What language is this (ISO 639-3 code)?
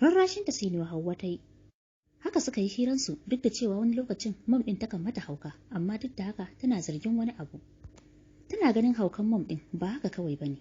hau